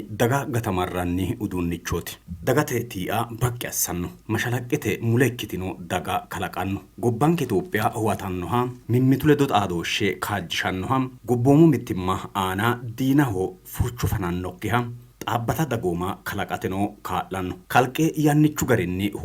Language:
Sidamo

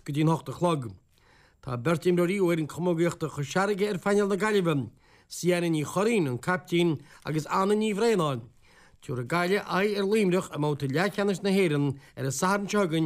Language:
Irish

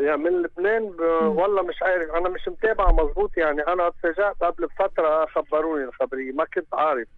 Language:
North Levantine Arabic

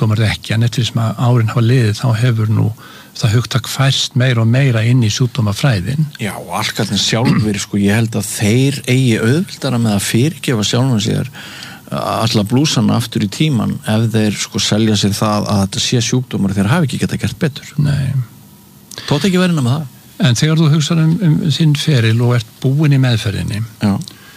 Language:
Icelandic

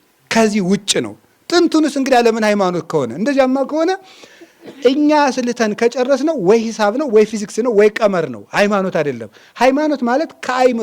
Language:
Amharic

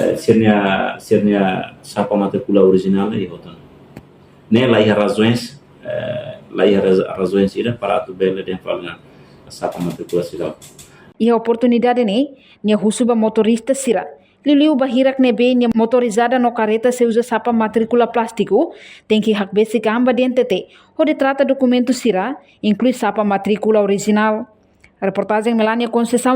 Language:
Tetum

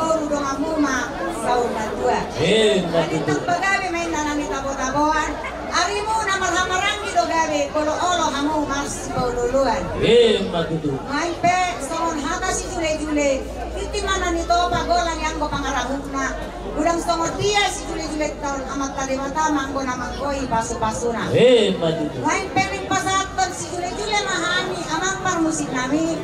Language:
Batak Toba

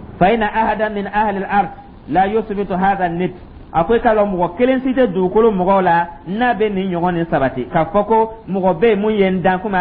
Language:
Dyula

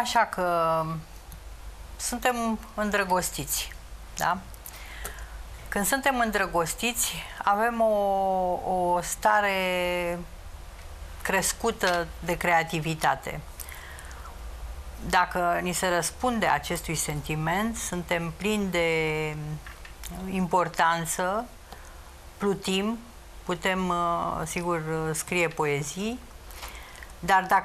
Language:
Romanian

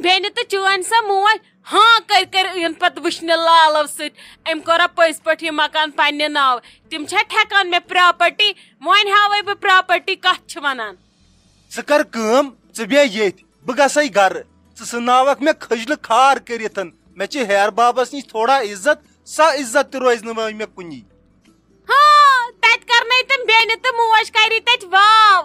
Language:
Kashmiri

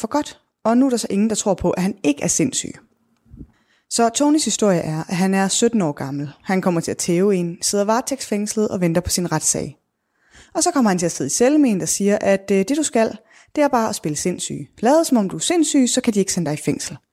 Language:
Danish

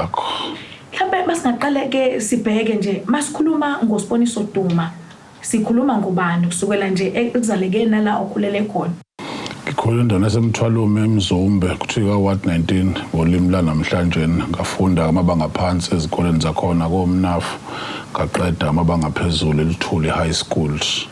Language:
Zulu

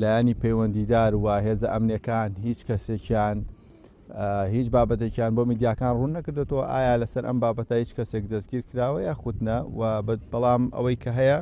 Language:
Central Kurdish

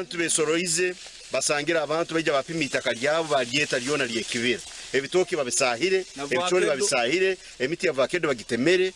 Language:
Nyankole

